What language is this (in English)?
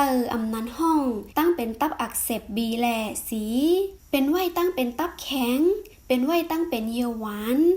Shan